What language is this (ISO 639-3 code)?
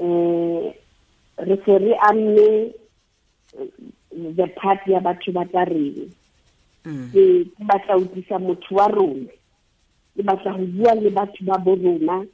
sot